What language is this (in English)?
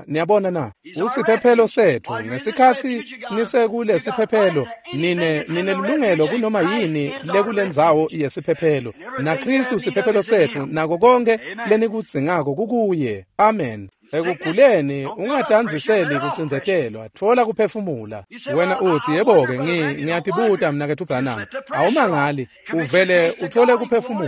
Swati